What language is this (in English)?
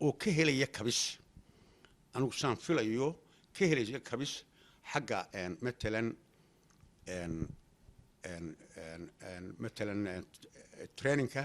Somali